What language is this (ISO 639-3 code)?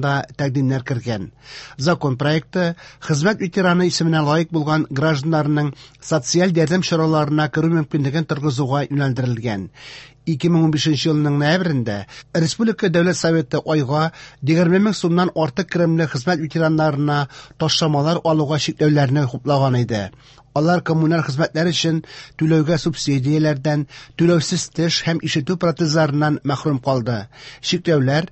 tat